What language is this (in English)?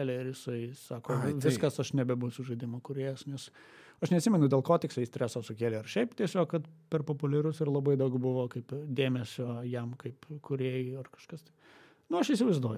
Lithuanian